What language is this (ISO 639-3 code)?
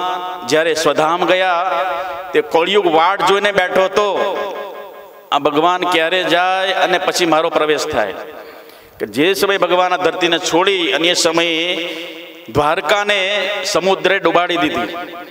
guj